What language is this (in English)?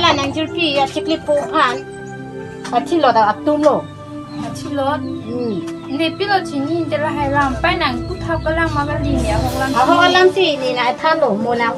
Karbi